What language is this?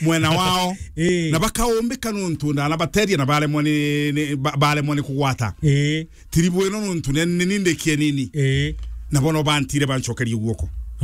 Meru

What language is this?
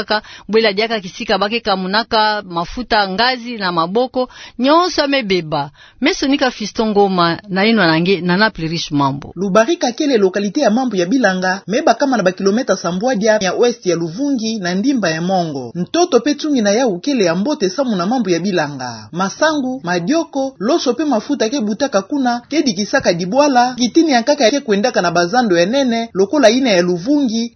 Kituba (Democratic Republic of Congo)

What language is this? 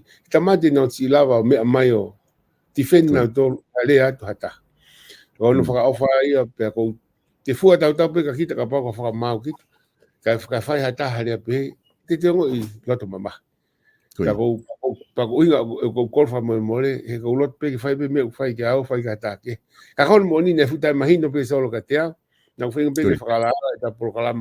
Tongan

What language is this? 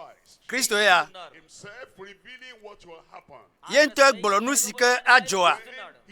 Ewe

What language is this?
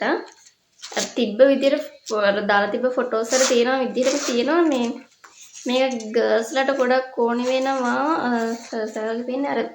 Sinhala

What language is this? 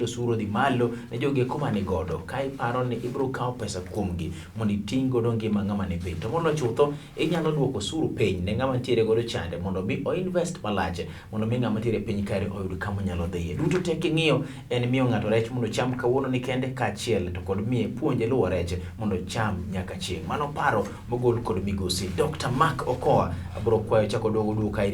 Luo (Kenya and Tanzania)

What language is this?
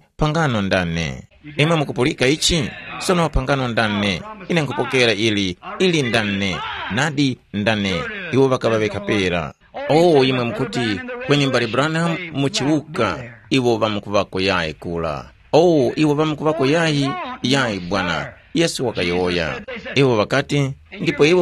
Tumbuka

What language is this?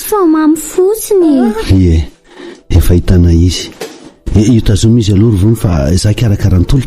Malagasy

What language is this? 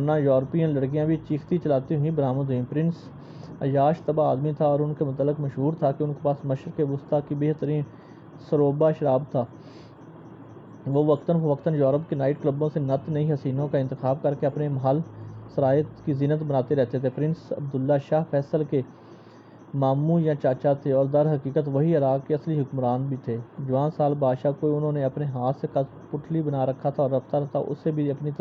Urdu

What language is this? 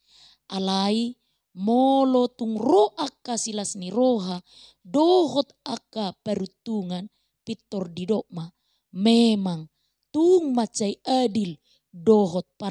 Batak Toba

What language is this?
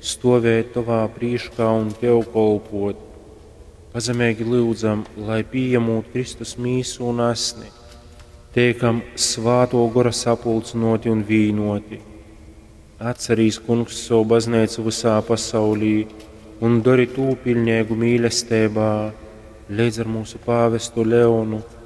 Latgalian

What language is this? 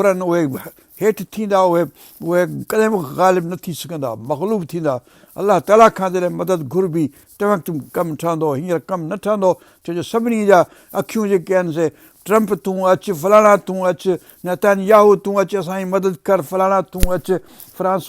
Sindhi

